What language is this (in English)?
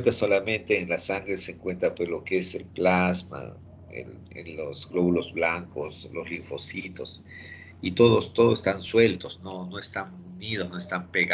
Spanish